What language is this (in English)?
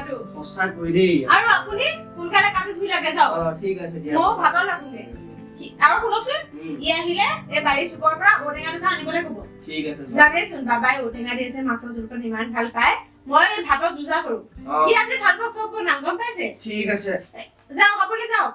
Assamese